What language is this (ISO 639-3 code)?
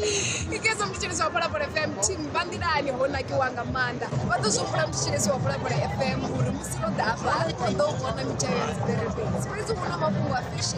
ven